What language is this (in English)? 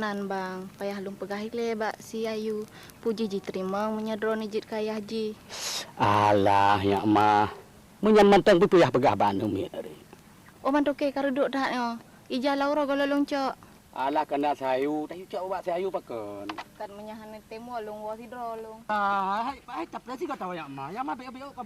Achinese